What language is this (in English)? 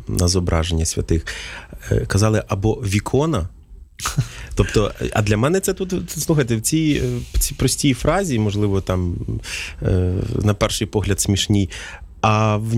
Ukrainian